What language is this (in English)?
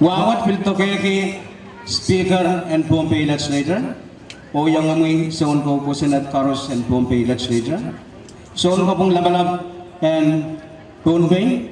Pohnpeian